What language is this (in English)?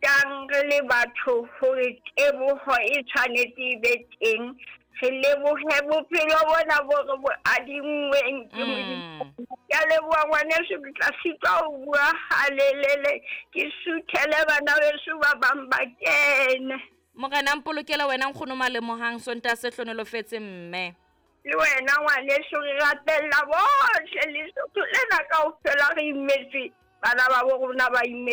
Southern Sotho